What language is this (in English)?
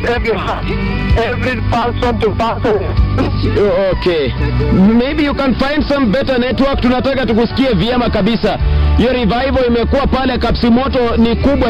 Swahili